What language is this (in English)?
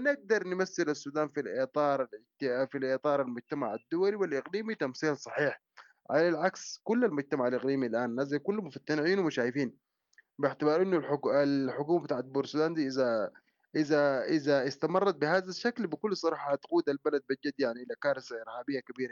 Sudanese Arabic